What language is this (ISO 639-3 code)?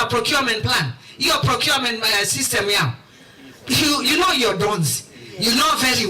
kam